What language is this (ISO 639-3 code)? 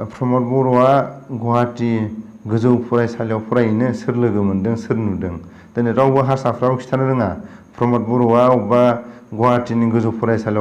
brx